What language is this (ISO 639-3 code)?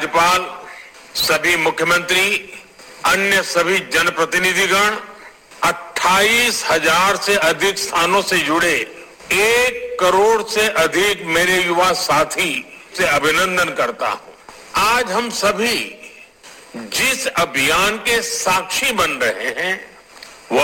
hin